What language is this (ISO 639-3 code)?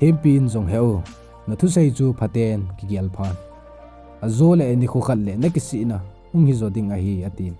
tcz